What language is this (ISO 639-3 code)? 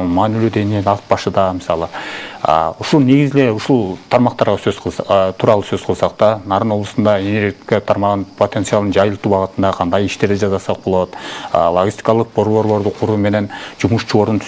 kir